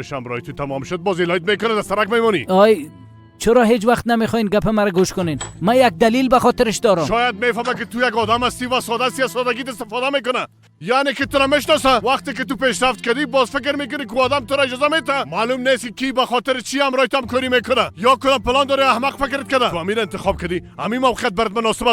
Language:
Persian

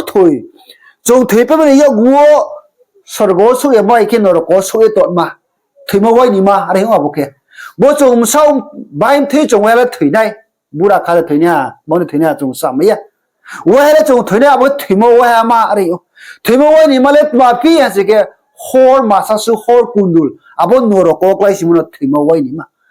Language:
Riang (India)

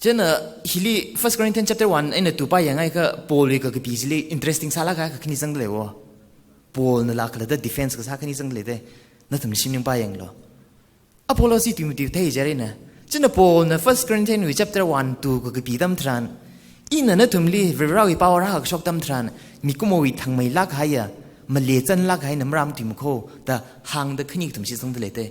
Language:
Tangkhul Naga (India)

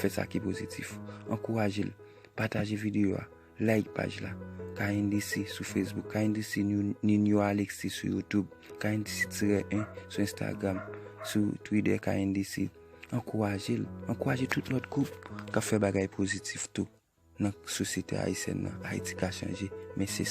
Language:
Haitian Creole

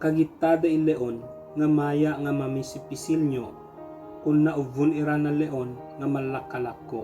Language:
Ibanag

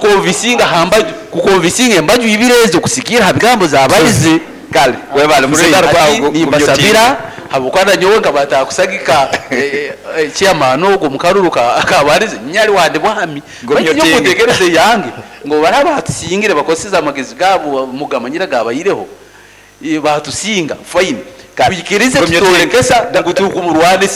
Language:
Nyoro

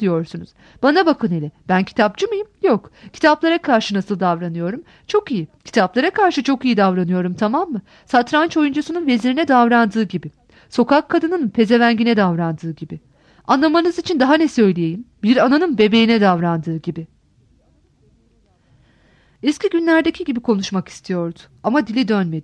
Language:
Turkish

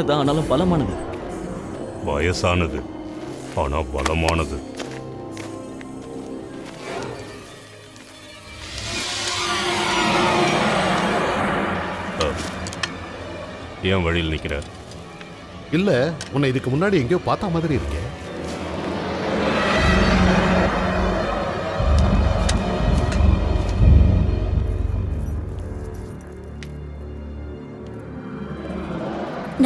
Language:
Tamil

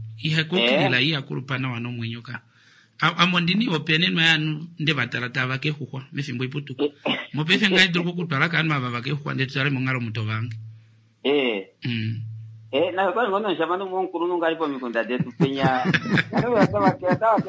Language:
Kuanyama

